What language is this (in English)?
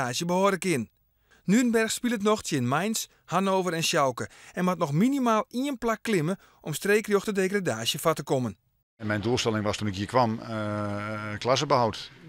Western Frisian